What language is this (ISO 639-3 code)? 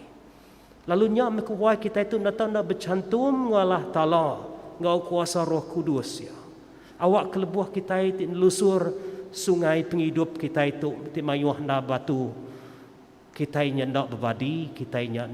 iba